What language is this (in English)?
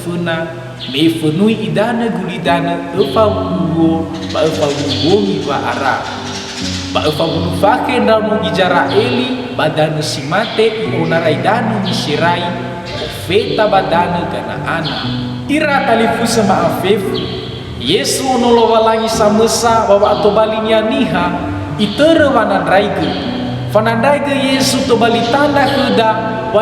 Nias